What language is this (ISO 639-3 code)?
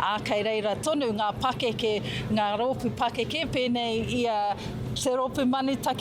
mri